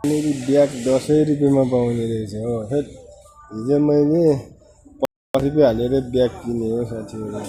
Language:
Nepali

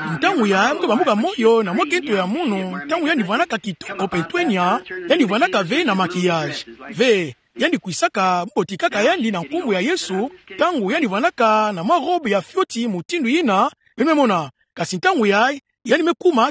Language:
Kituba (Democratic Republic of Congo)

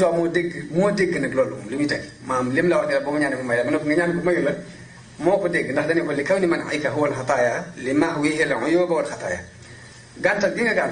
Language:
Wolof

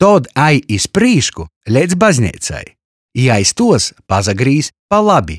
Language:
Latgalian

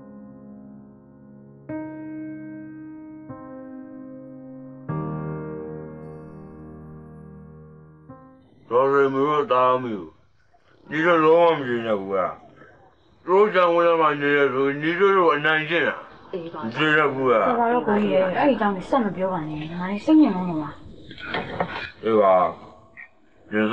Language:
Burmese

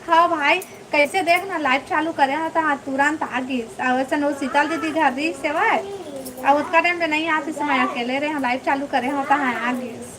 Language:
Chhattisgarhi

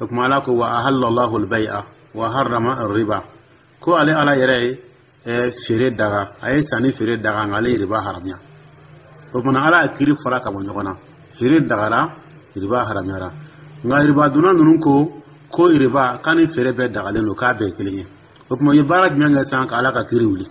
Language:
Dyula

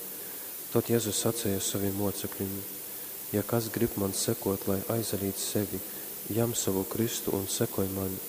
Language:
Latgalian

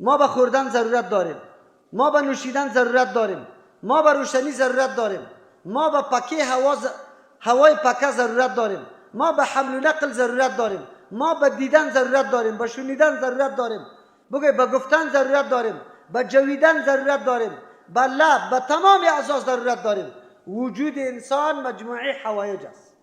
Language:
Persian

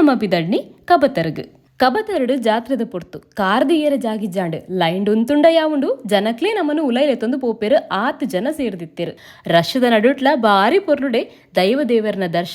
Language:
Tulu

